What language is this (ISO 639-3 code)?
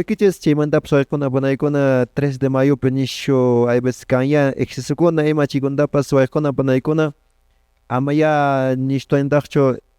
que